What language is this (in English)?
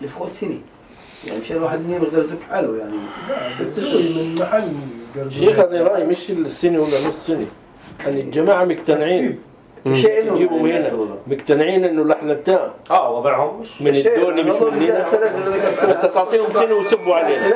North Levantine Arabic